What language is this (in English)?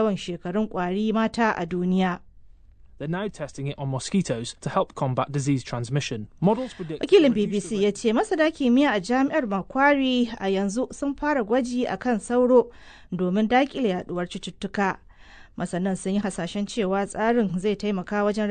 Hausa